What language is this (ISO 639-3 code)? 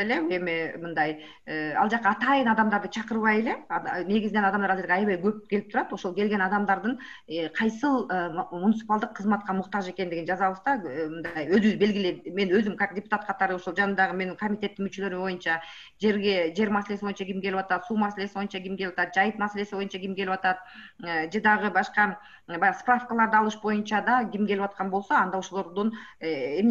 kir